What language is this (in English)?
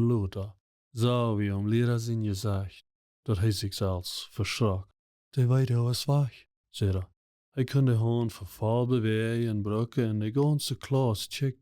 Plautdietsch